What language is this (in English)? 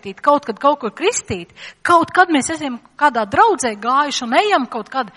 Latvian